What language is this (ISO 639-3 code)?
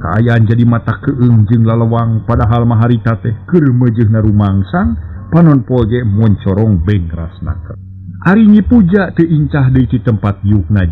sun